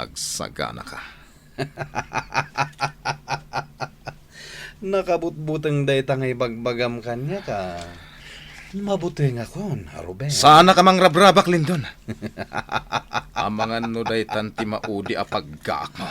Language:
Iloko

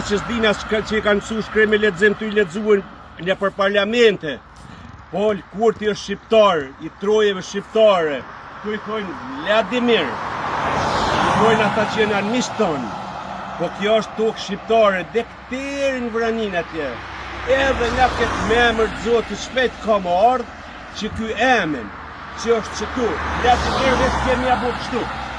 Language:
Albanian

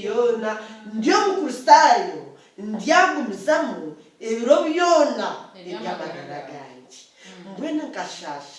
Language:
Nyankole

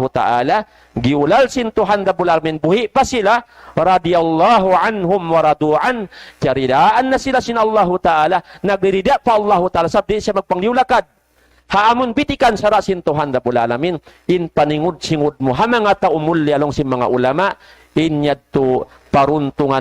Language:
Tausug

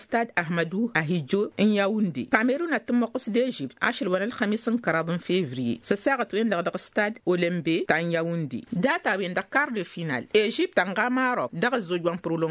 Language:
Tamasheq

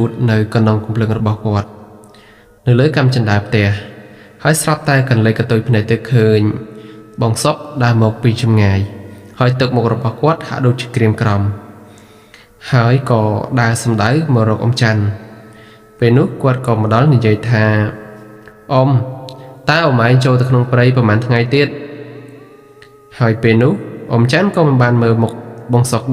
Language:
Khmer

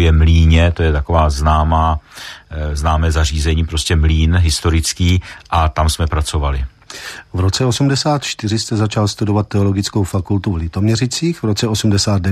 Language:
Czech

